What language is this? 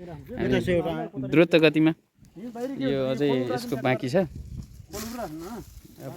Nepali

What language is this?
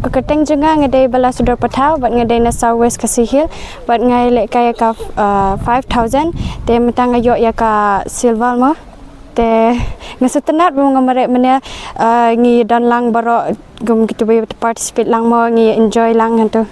Pnar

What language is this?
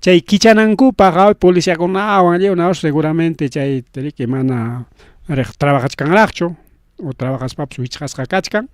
Ayacucho Quechua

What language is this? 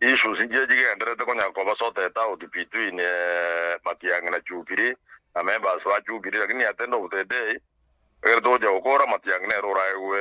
Gusii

